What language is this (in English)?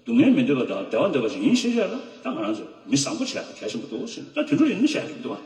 Tibetan